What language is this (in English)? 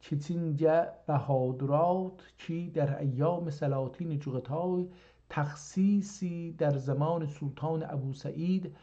South Azerbaijani